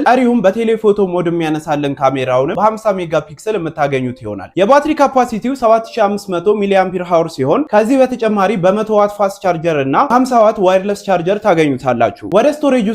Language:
Amharic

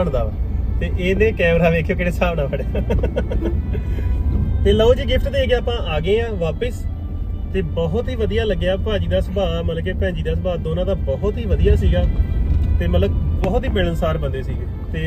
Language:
Punjabi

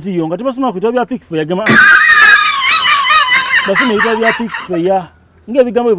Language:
Soga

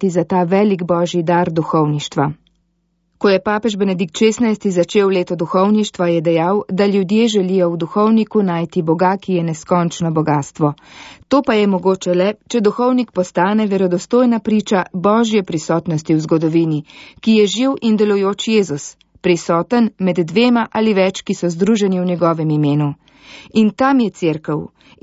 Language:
Slovenian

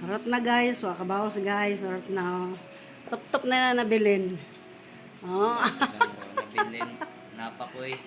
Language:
Cebuano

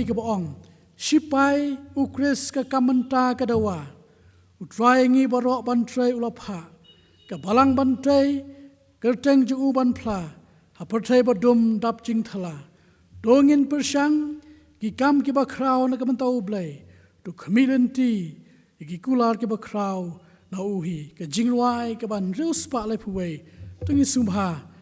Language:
Khasi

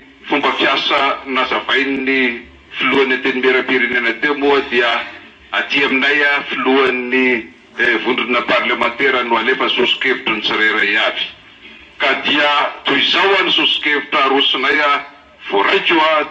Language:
Malagasy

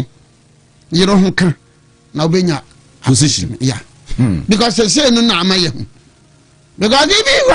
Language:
Akan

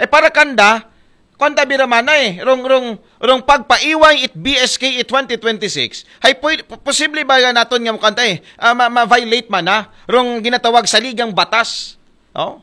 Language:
Aklanon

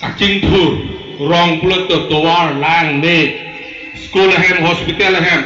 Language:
Karbi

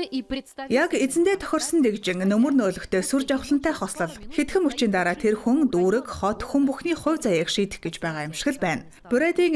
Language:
Mongolian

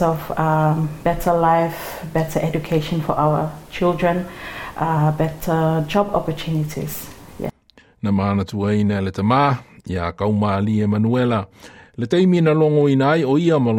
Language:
Samoan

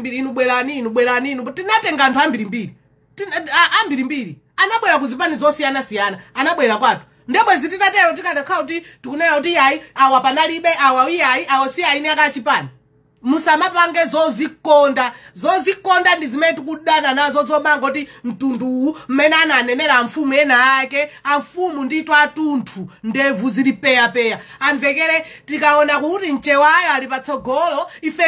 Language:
Nyanja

